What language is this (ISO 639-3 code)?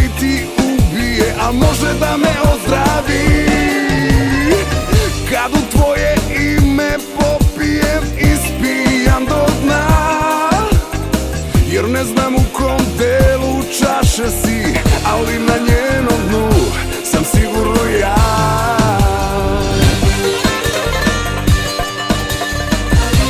srp